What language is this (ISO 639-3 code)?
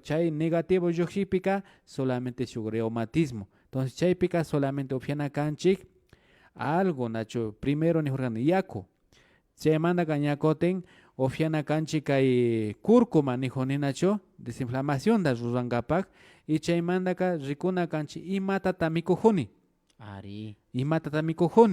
qvi